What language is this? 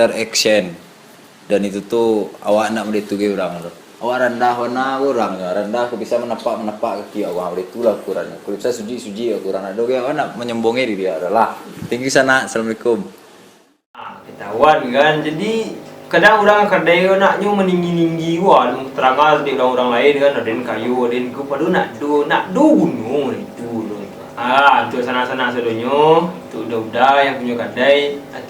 Minangkabau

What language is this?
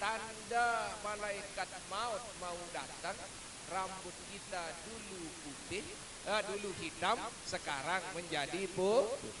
Sasak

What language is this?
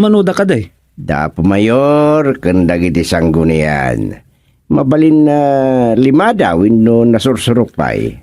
Iloko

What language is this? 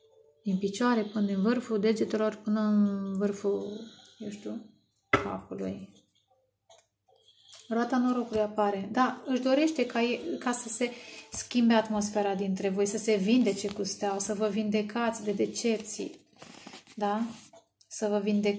Romanian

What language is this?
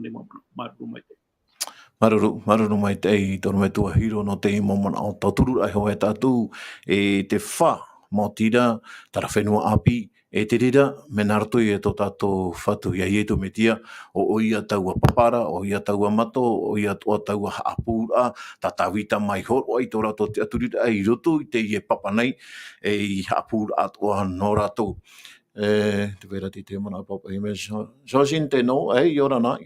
Tahitian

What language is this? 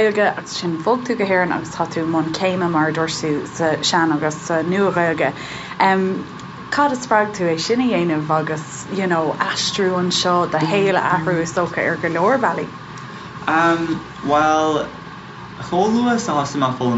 Irish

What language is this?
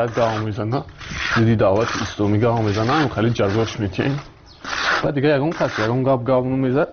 Tajik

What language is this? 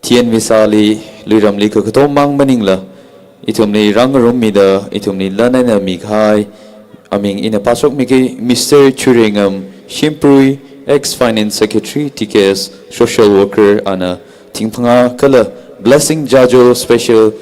Tangkhul Naga (India)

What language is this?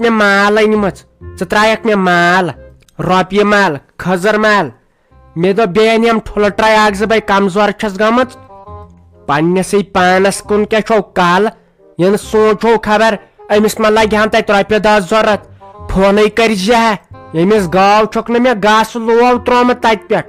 Kashmiri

